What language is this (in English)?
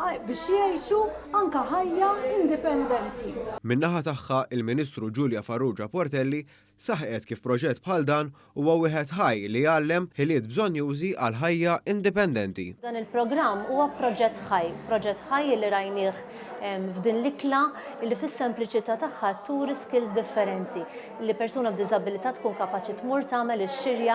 Maltese